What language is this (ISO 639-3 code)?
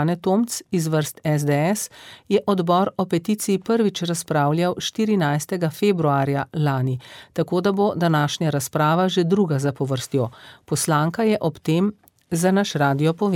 slv